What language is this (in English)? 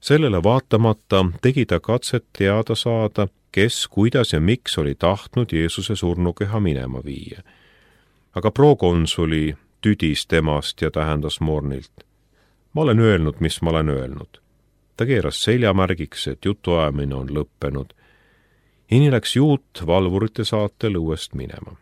Estonian